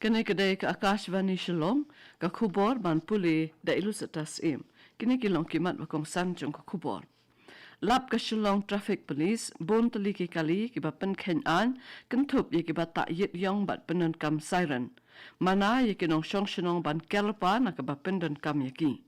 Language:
Khasi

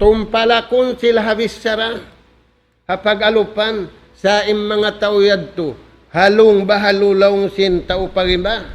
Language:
Tausug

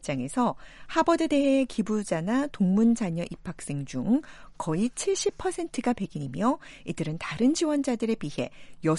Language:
Korean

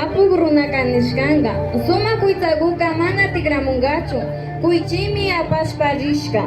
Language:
Imbabura Highland Quichua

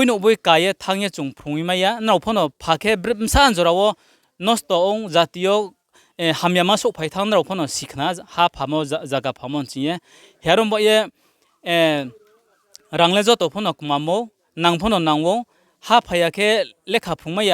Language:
Riang (India)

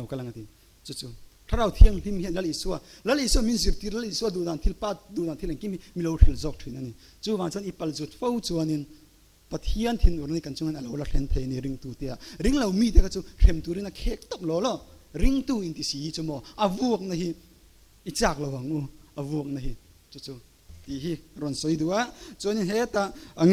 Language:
Mizo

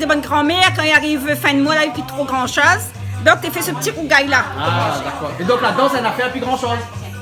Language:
Réunion Creole French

